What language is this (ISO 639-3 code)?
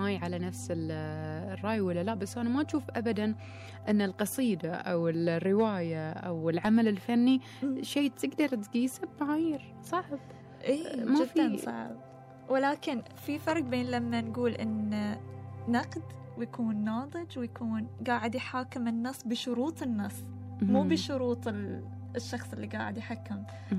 afb